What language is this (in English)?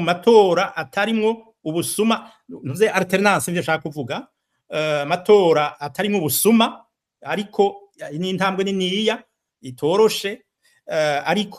Rundi